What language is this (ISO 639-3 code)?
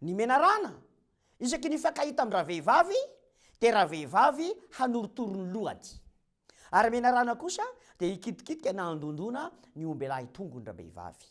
mlg